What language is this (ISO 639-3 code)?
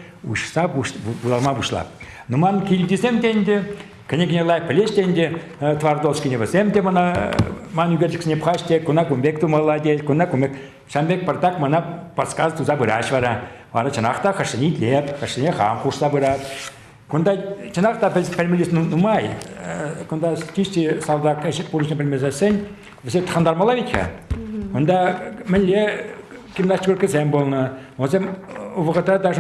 chv